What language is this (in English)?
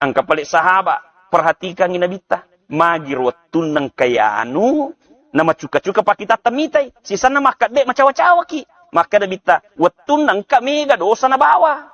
Buginese